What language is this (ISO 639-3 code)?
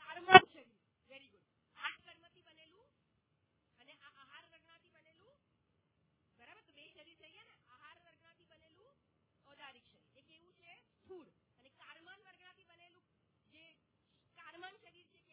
guj